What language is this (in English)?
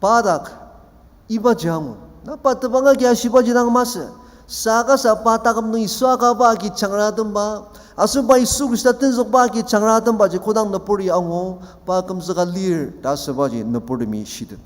Ao Naga